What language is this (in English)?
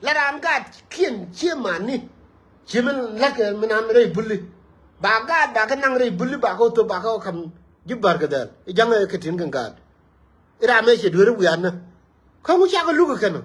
Nuer